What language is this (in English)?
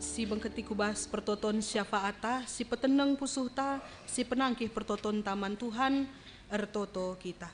Batak Karo